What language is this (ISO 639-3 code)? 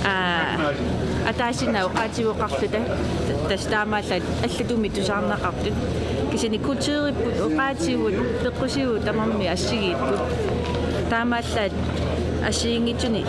kal